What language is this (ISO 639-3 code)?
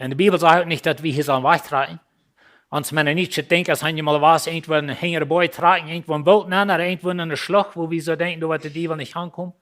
pdt